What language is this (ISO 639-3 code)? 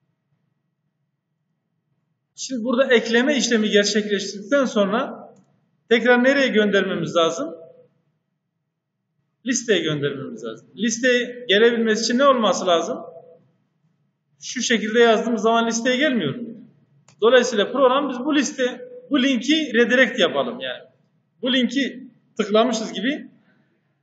tur